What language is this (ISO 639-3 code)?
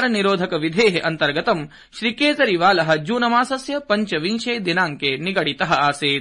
san